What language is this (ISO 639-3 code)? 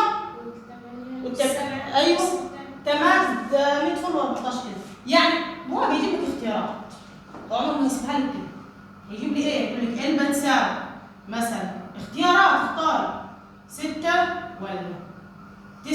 arz